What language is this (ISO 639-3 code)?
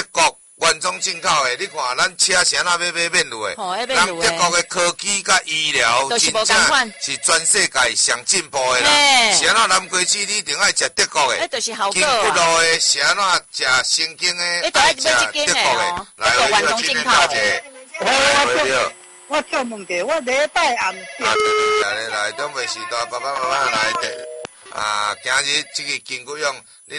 nan